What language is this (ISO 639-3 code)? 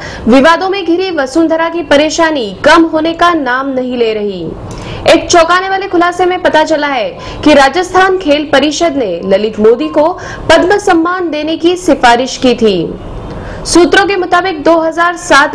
hin